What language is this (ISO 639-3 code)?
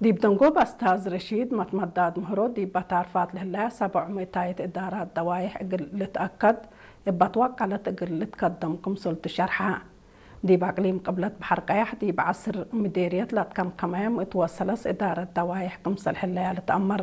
tig